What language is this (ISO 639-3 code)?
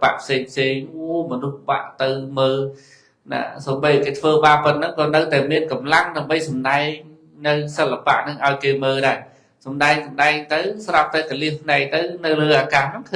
khm